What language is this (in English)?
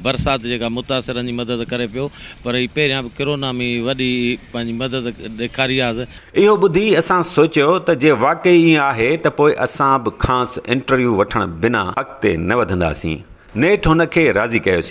Sindhi